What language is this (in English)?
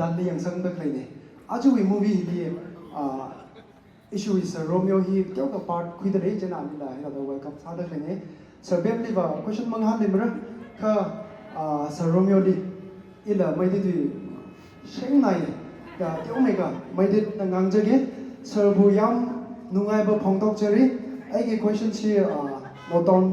Tangkhul Naga (India)